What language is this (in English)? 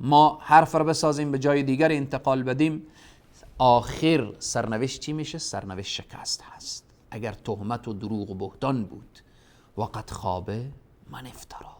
Persian